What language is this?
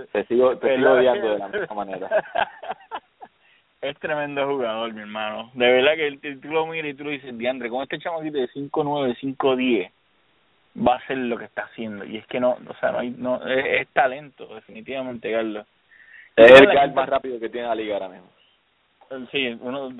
Spanish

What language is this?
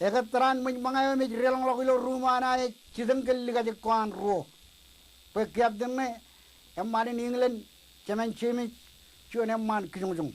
Marshallese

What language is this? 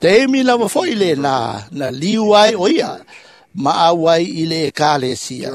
Samoan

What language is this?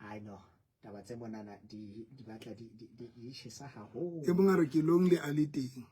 Southern Sotho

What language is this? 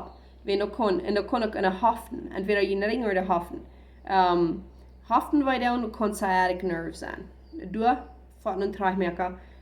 Plautdietsch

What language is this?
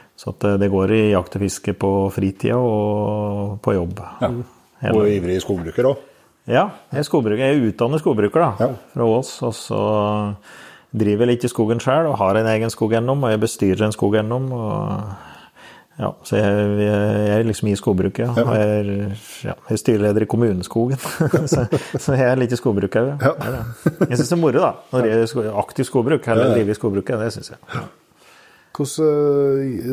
Norwegian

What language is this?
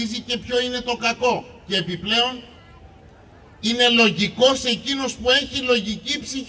Greek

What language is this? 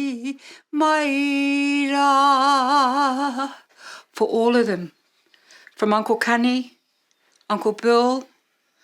Māori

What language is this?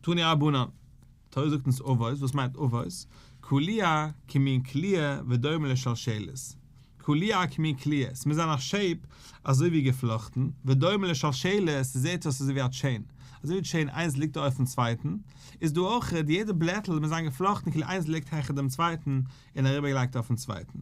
Yiddish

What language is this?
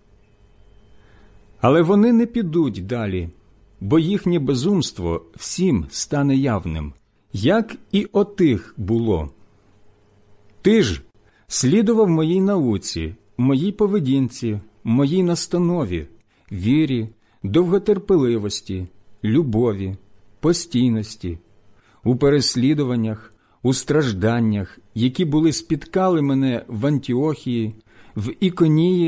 Ukrainian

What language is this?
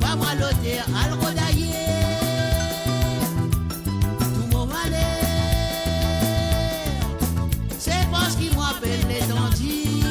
Morisyen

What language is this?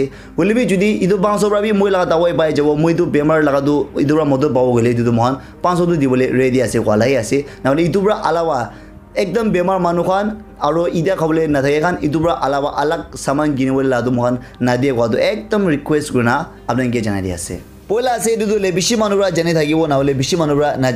Naga Pidgin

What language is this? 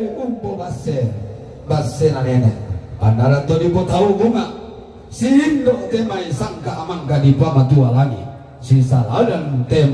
Toraja-Sa'dan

